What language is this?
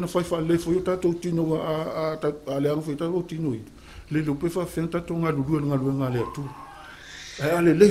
Samoan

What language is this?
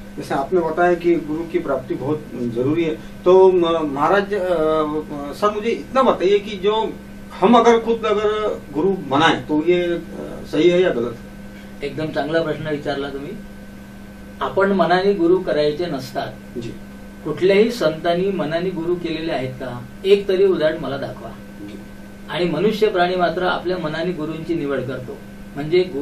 Marathi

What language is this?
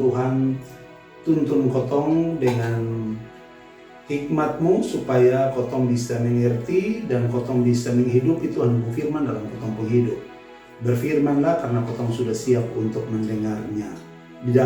Kupang Malay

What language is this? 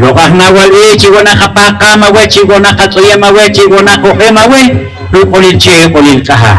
Poqomchi'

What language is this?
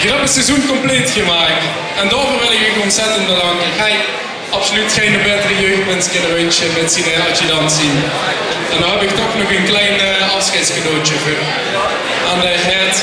Limburgish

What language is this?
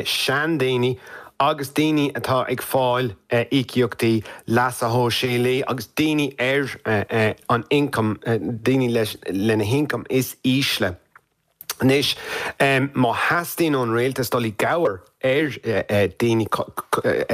Irish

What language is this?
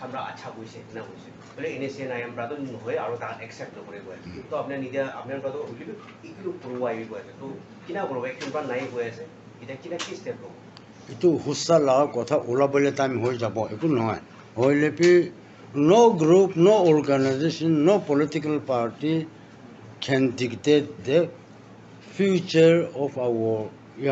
Naga Pidgin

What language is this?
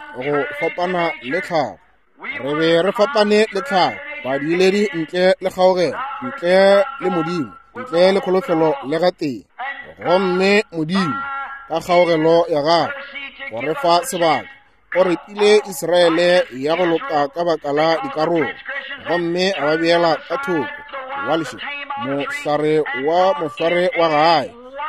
Northern Sotho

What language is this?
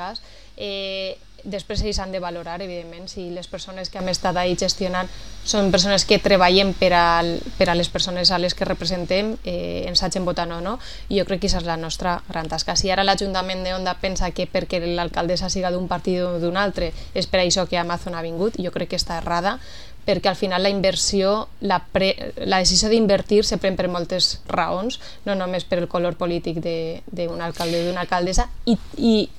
Catalan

